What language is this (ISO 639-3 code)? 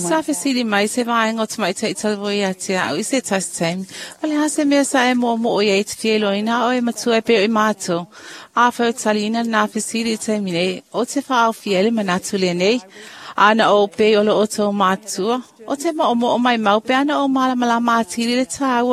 smo